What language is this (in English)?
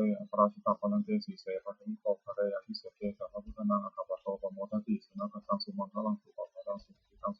Pali